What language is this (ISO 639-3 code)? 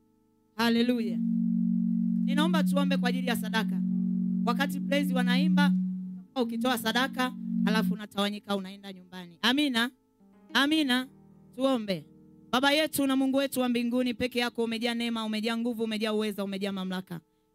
swa